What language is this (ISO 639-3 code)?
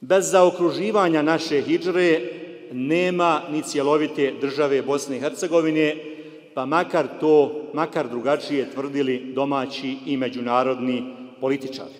bos